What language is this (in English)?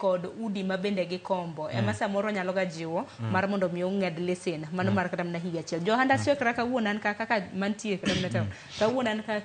Luo (Kenya and Tanzania)